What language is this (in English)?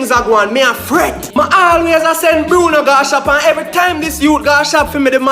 Jamaican Creole English